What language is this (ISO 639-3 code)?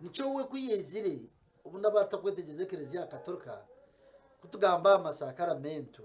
nyn